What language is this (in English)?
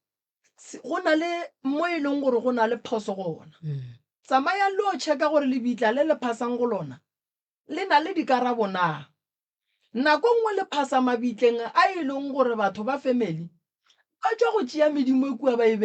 Northern Sotho